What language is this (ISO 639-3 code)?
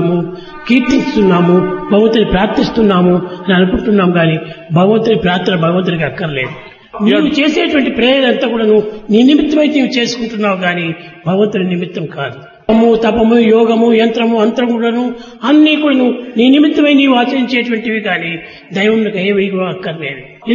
tel